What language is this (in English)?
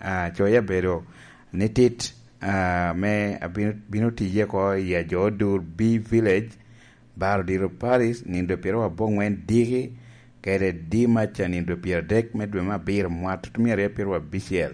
Lango (Uganda)